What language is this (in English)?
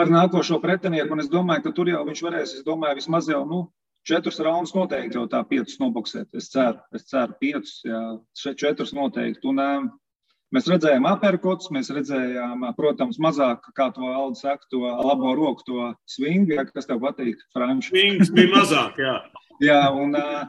Latvian